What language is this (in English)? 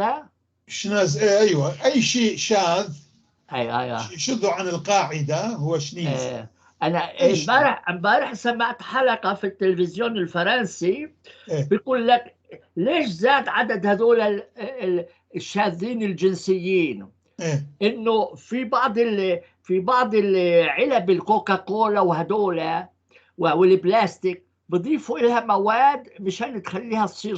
North Levantine Arabic